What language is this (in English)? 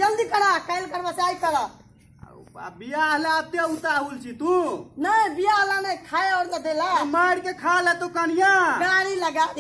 Maithili